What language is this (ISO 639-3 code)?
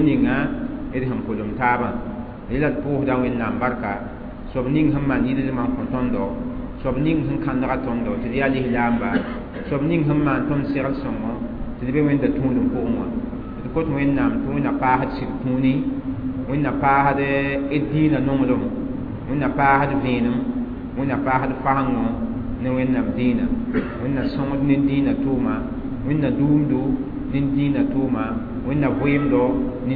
mos